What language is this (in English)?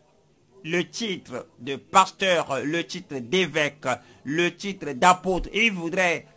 French